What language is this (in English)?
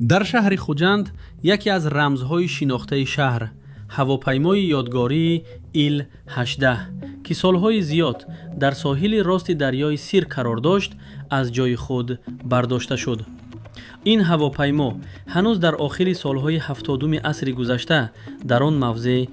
Tajik